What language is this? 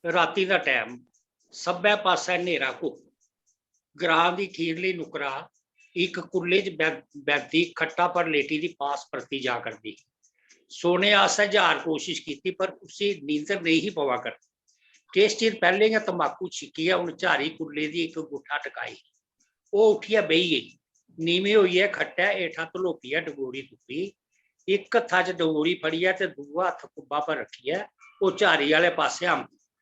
Dogri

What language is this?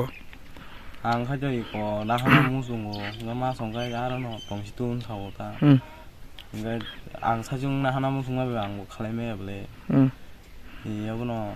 Kok Borok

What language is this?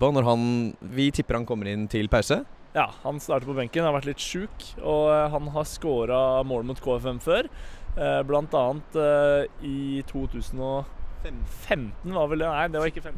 Norwegian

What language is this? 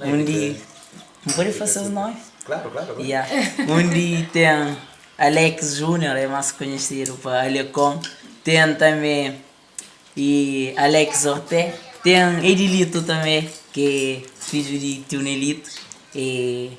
Kabuverdianu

